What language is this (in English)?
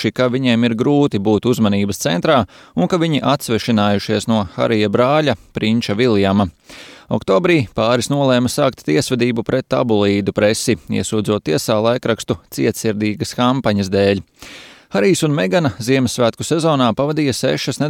Latvian